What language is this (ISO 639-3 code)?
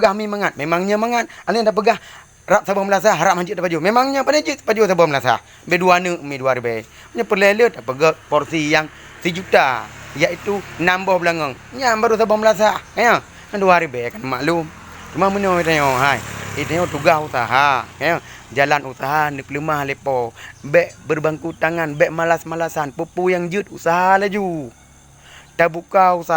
ace